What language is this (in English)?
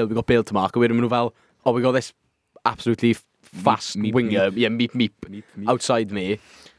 Welsh